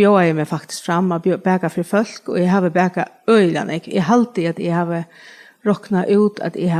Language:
Faroese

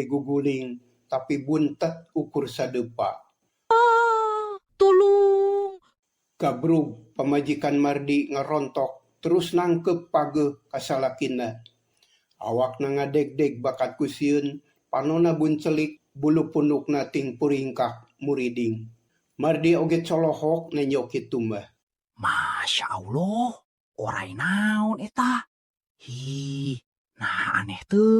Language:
Sundanese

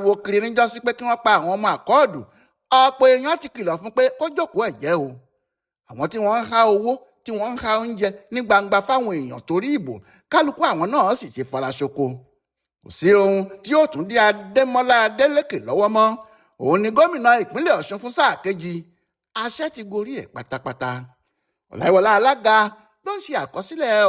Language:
Yoruba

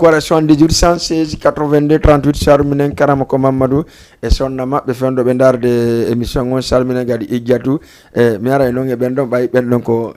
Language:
Fula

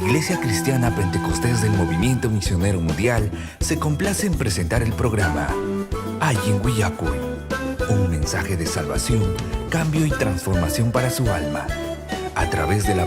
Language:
Ayacucho Quechua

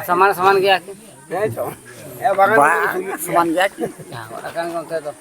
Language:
Santali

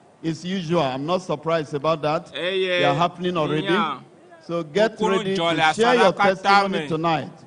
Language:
Ewe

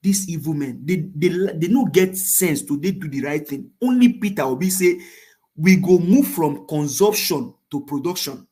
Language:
Nigerian Pidgin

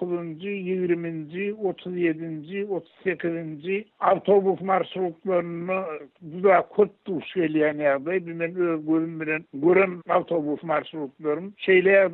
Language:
Turkmen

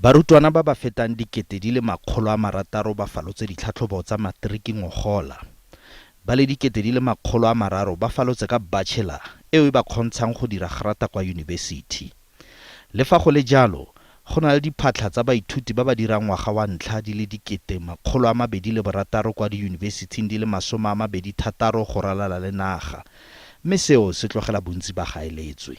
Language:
Tswana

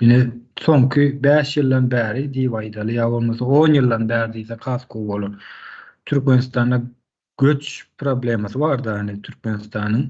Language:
Turkmen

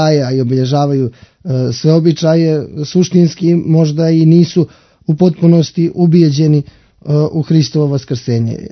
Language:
Serbian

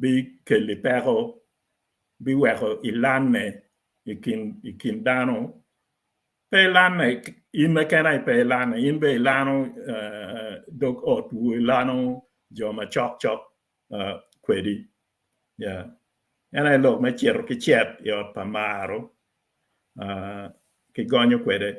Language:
Acoli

